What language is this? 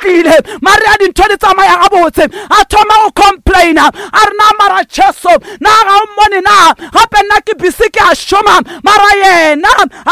Northern Sotho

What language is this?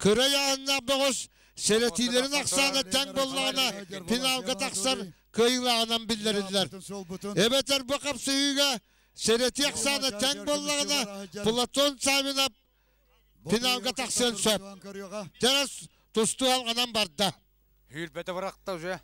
Yakut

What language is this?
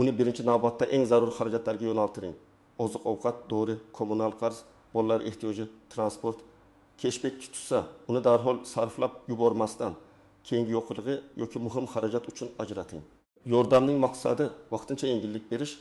Uzbek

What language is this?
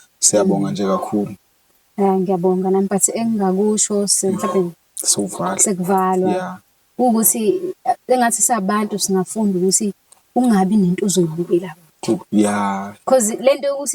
Zulu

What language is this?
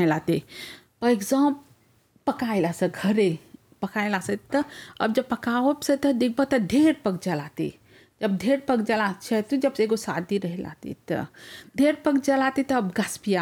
Bhojpuri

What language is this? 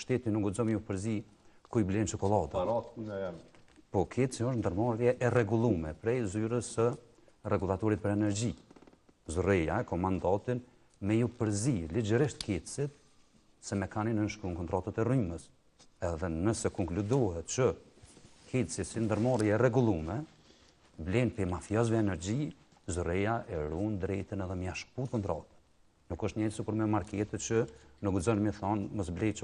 Albanian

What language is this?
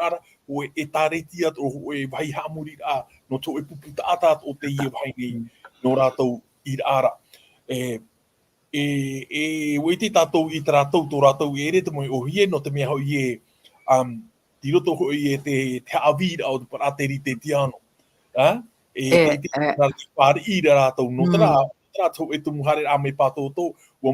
Tahitian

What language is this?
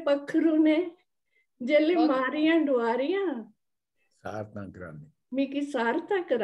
Dogri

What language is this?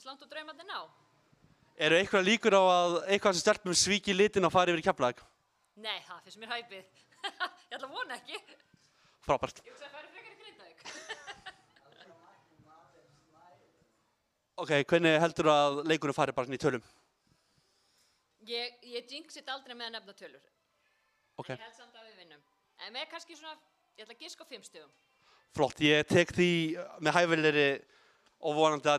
Icelandic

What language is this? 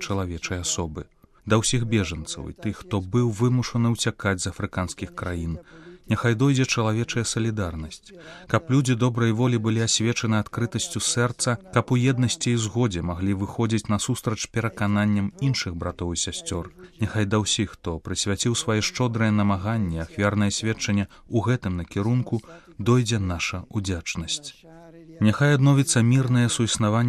Belarusian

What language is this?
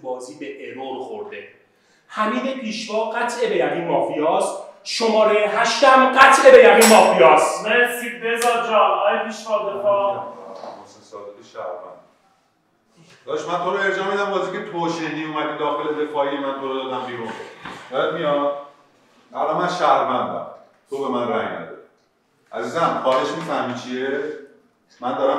Persian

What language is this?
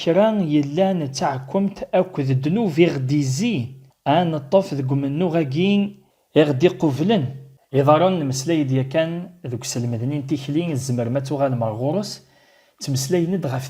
Kabyle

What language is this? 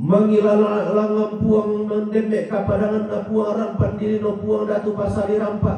Toraja-Sa'dan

